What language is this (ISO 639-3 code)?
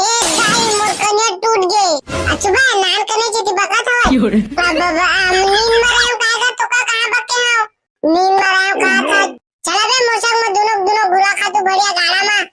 hne